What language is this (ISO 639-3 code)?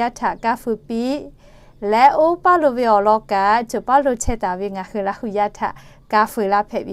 lhu